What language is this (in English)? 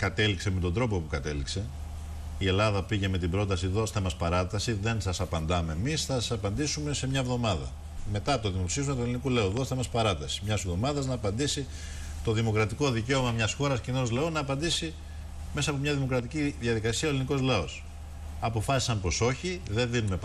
Greek